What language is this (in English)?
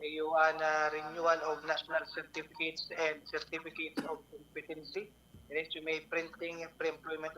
Bikol